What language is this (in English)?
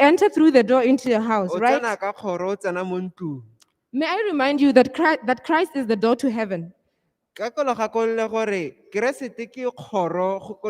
Tswana